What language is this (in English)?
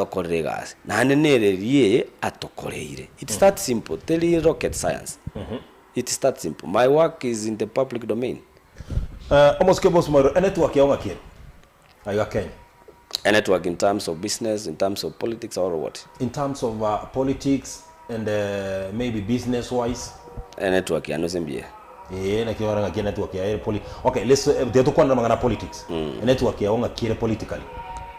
Gusii